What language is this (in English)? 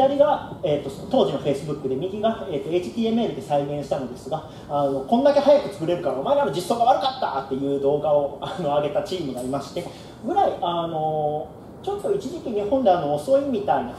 Japanese